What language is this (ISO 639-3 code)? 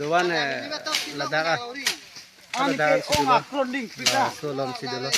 mjw